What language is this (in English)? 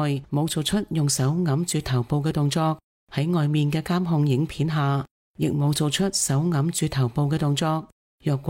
Cantonese